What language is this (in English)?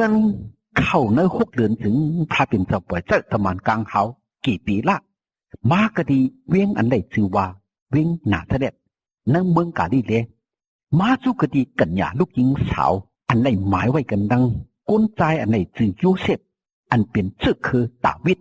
Shan